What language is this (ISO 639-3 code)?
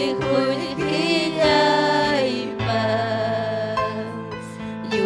quy